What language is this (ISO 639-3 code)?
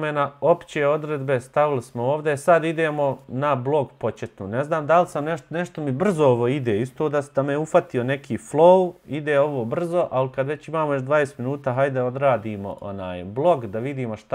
bos